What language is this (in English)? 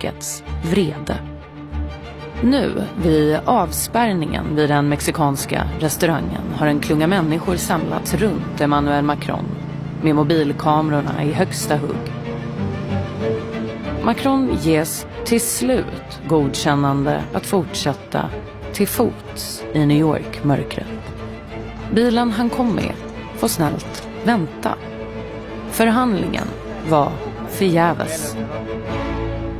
Swedish